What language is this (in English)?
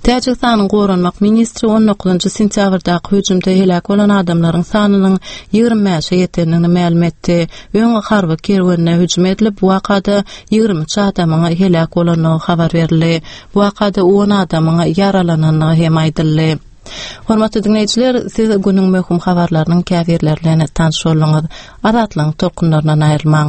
Turkmen